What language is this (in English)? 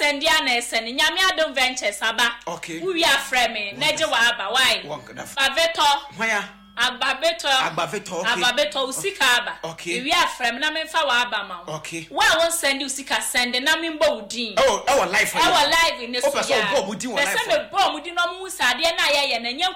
Akan